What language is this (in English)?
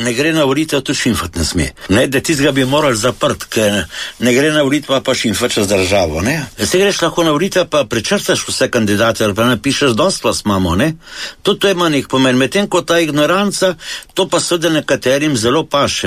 Slovenian